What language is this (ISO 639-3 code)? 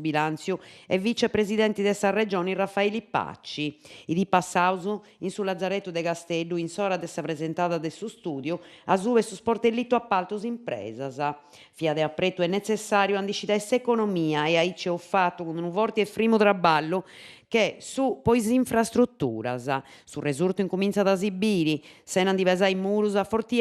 srd